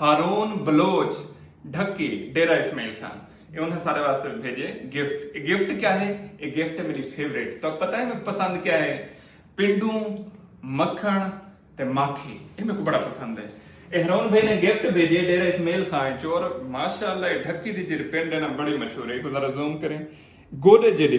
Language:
Saraiki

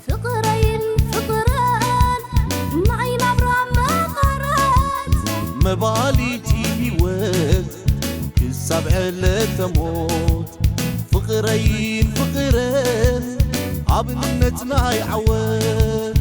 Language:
Tigrinya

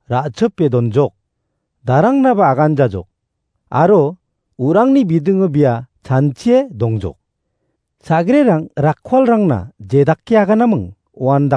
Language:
Garo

